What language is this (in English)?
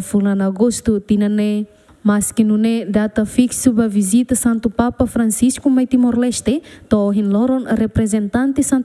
Tetum